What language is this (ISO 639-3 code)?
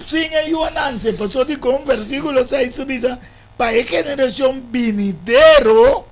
pap